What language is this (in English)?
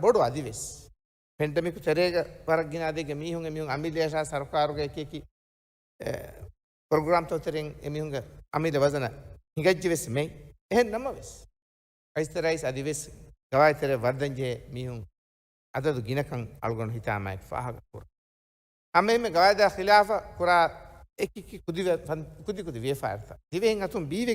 Divehi